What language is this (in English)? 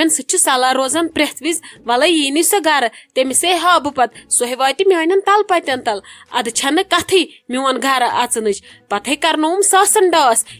Kashmiri